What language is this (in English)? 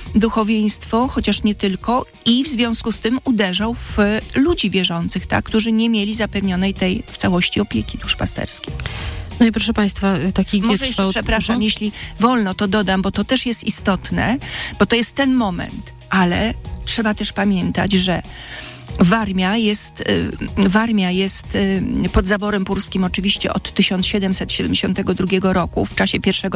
Polish